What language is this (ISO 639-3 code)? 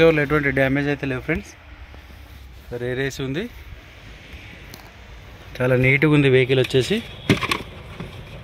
tel